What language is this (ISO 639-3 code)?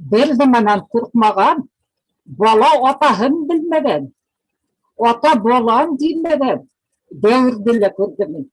bak